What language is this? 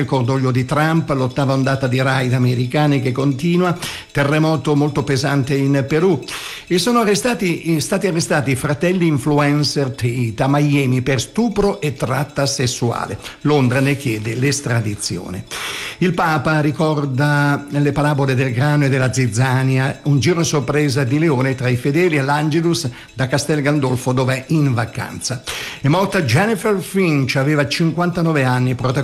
Italian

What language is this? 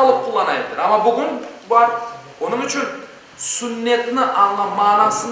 Crimean Tatar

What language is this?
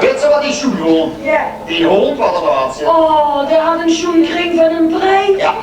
Limburgish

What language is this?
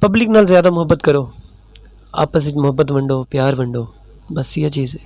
Saraiki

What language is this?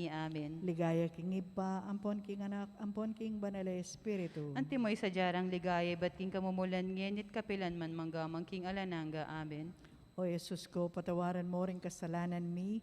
Pampanga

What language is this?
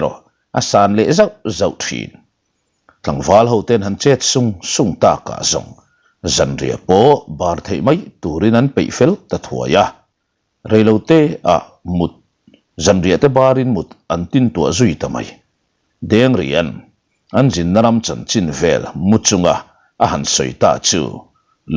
Mizo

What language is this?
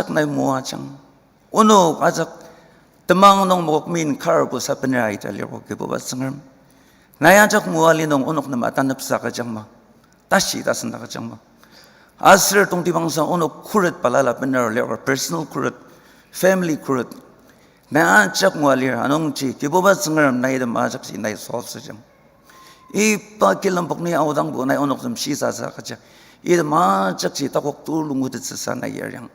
Ao Naga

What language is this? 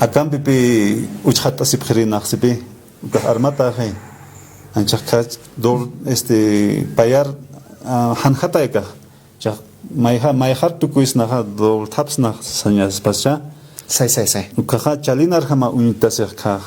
Aymara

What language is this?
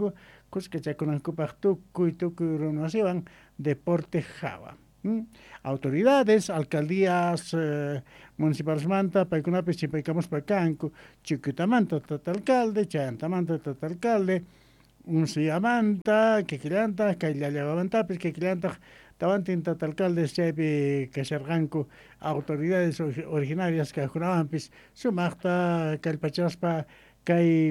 South Bolivian Quechua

